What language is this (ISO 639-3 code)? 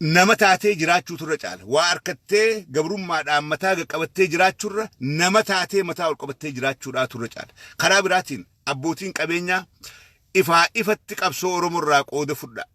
orm